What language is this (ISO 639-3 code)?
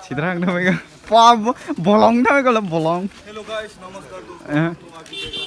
trp